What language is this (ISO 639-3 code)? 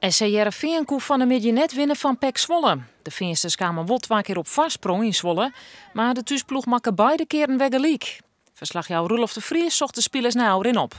fry